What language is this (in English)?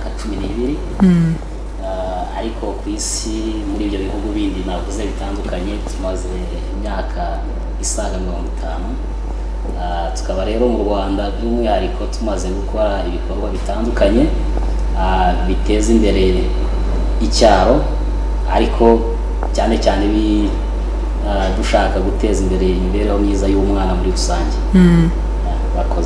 Kinyarwanda